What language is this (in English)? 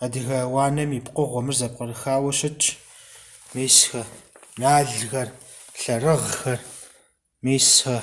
Kabardian